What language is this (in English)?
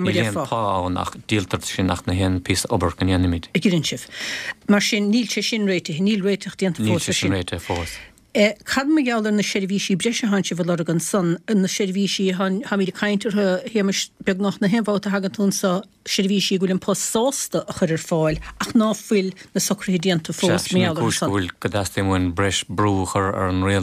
Irish